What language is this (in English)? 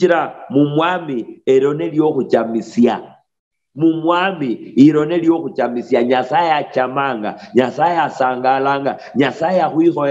Luyia